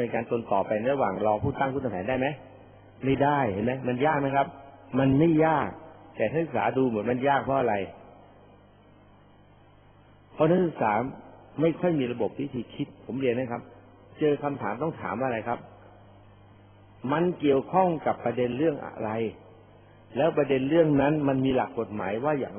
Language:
Thai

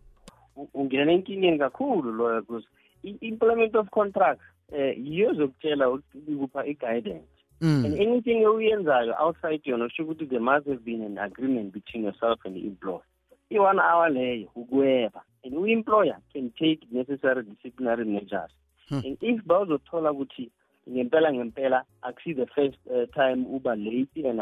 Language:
South Ndebele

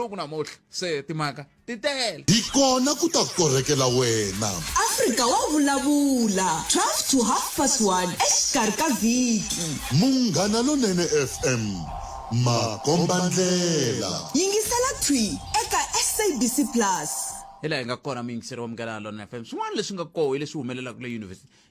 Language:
Tsonga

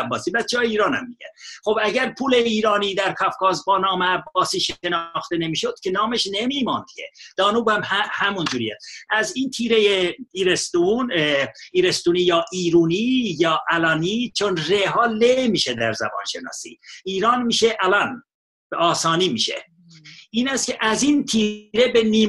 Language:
Persian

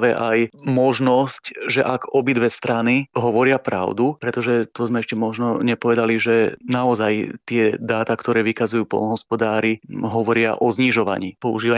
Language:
Slovak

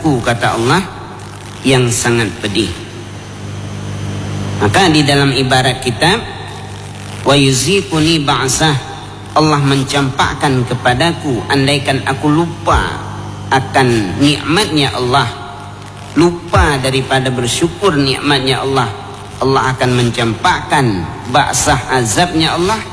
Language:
Malay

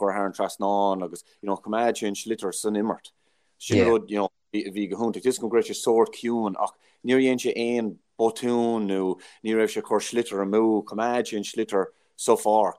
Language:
Irish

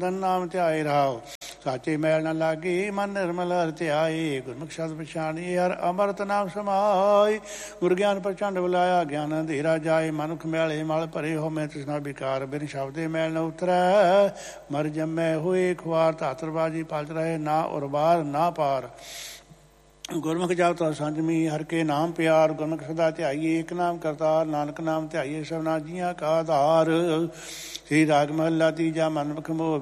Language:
Punjabi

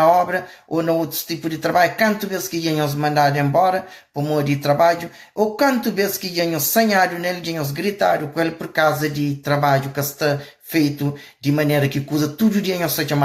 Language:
Kabuverdianu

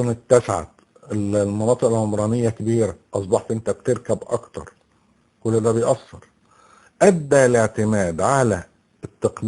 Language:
Egyptian Arabic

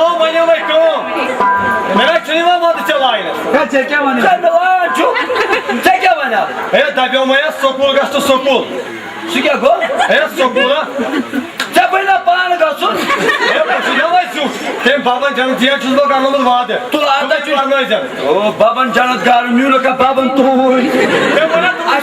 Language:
Kashmiri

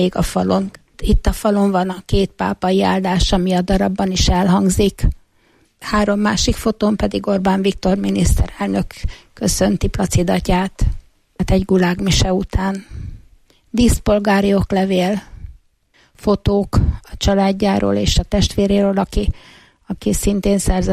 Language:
Hungarian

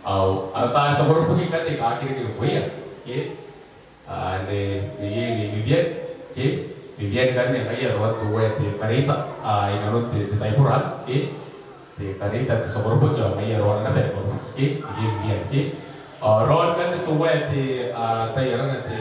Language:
Gilbertese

